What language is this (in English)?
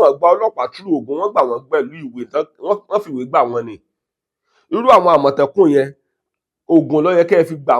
Yoruba